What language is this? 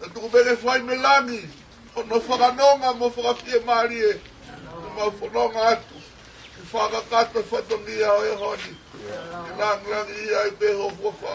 Tongan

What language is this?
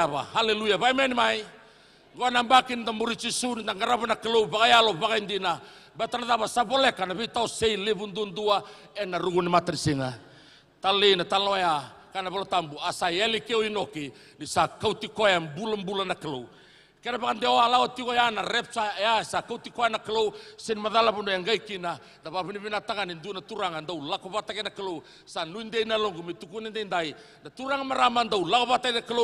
Fijian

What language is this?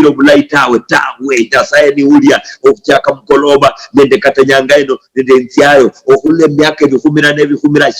Luyia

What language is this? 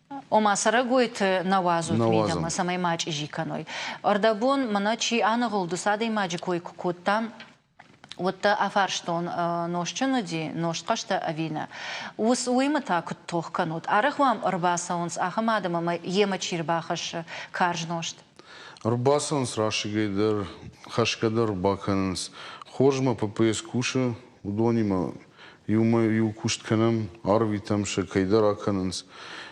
Ossetic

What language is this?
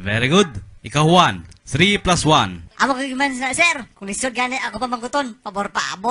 Hiligaynon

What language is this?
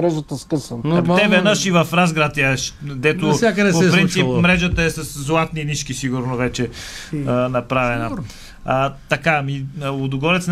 Bulgarian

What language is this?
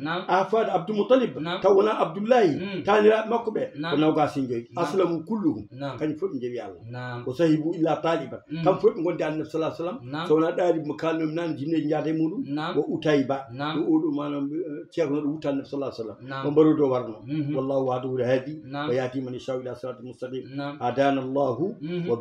Fula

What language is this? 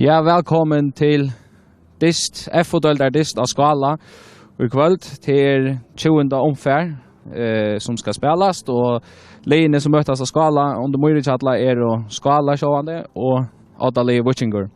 Faroese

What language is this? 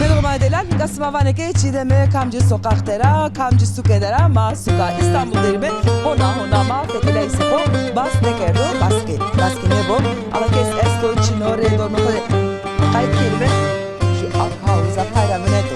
Zaza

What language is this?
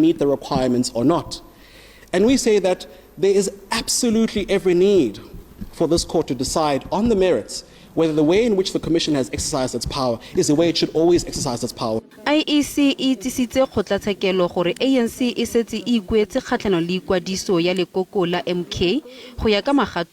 Tswana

